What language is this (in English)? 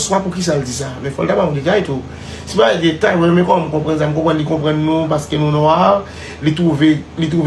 Haitian Creole